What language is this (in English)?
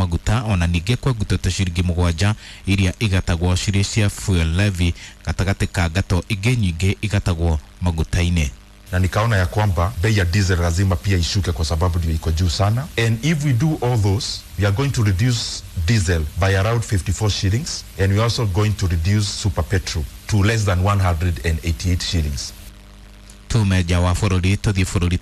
Kikuyu